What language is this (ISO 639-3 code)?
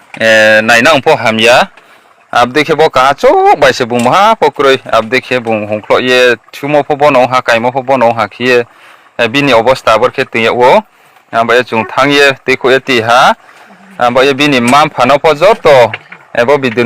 ria